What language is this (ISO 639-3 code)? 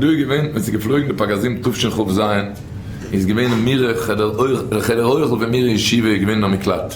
yid